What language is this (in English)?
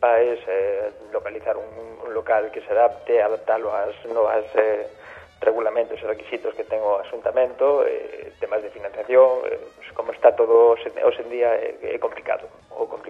Galician